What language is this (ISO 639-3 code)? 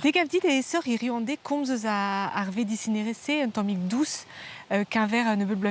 bre